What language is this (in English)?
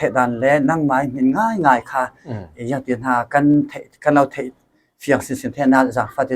Falam Chin